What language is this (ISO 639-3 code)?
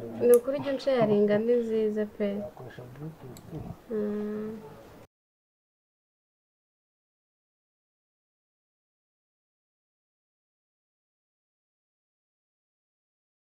kin